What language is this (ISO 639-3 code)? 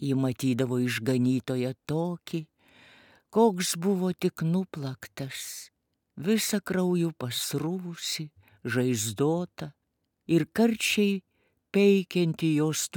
lit